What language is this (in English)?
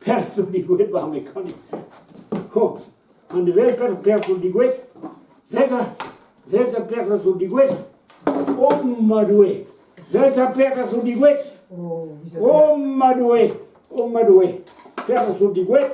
Breton